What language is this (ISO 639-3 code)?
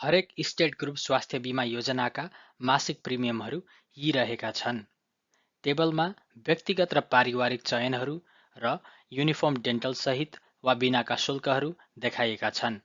nep